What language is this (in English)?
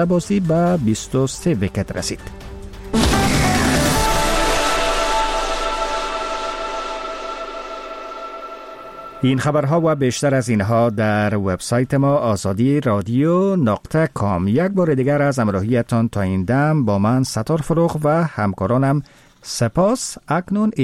Persian